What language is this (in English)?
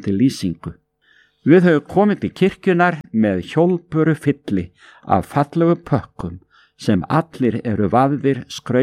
Icelandic